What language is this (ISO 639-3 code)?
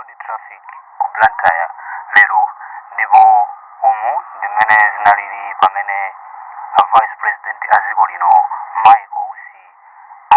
nya